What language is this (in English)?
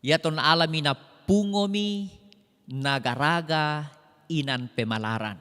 Toraja-Sa'dan